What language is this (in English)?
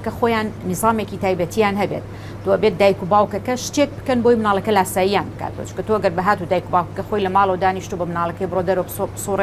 Central Kurdish